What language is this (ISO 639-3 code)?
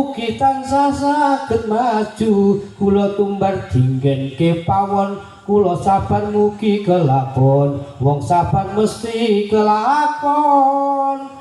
jav